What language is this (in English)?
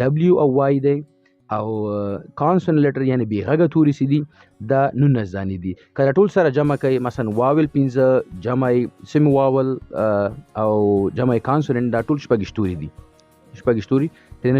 Pashto